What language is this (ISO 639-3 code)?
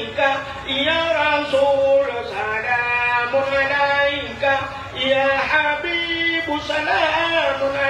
ace